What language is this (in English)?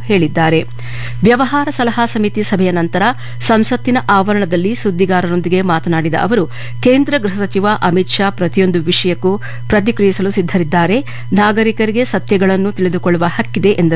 Kannada